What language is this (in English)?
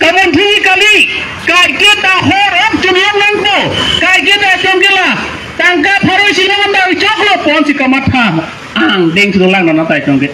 Karbi